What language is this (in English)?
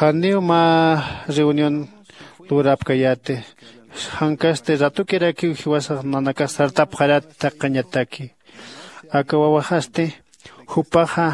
Aymara